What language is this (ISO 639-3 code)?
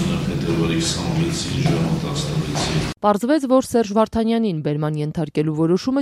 hye